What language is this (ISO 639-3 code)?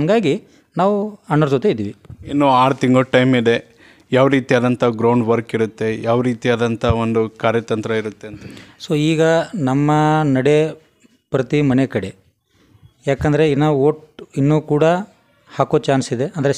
kan